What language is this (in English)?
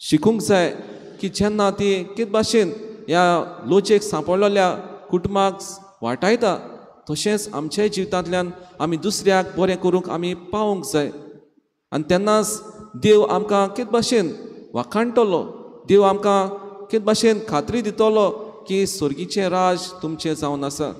Konkani